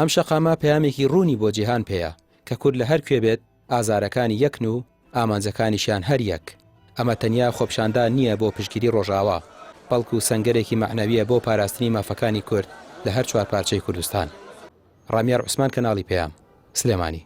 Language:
Central Kurdish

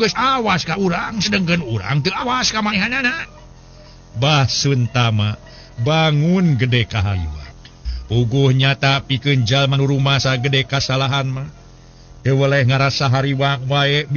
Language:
Sundanese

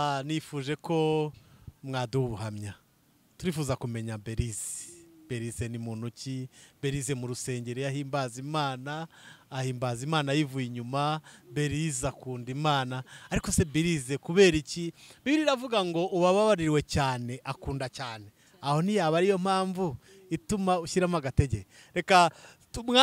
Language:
Kinyarwanda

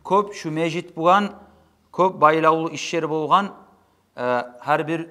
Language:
Kumyk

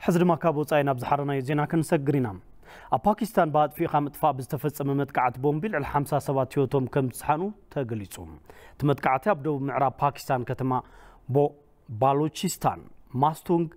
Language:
Tigrinya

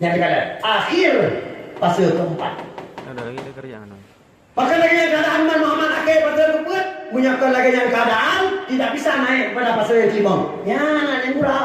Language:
Achinese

